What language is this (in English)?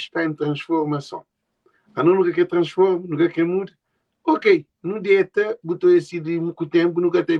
Kabuverdianu